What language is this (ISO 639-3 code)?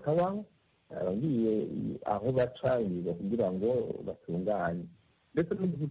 kin